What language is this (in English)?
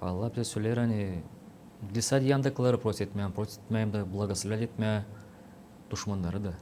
Gagauz